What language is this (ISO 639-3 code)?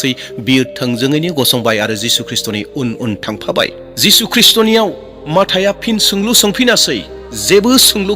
brx